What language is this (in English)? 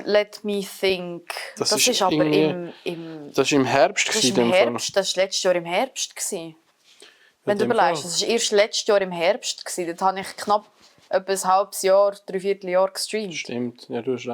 Swiss German